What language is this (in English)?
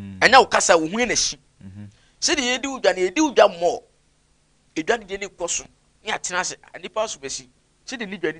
Akan